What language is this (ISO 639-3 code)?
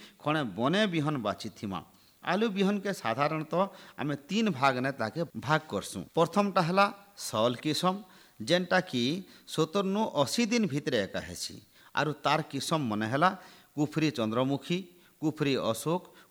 ori